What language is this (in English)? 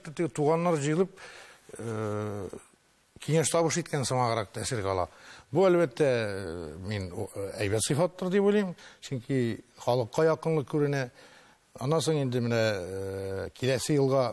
Tatar